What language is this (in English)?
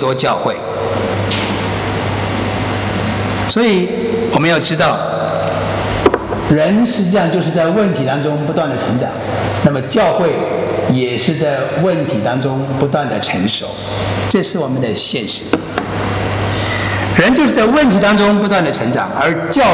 Chinese